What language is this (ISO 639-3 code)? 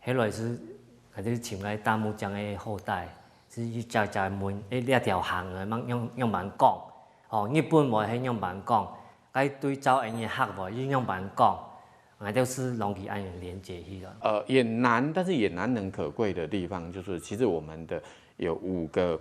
hak